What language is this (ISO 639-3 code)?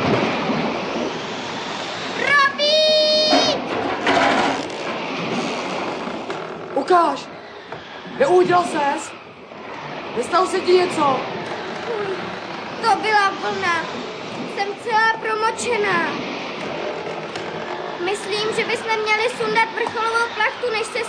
ces